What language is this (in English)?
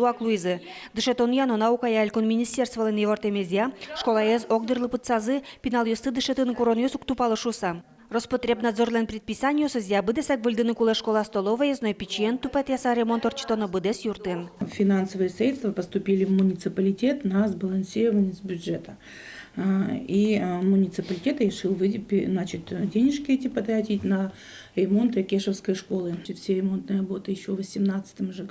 Udmurt